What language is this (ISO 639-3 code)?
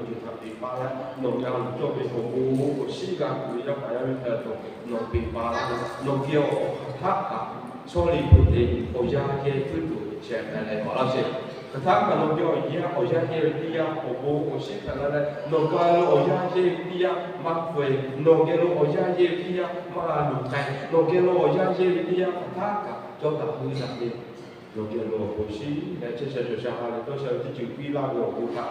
lhu